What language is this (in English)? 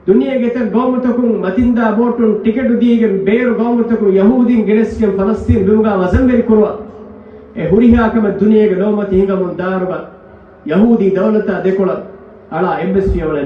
Divehi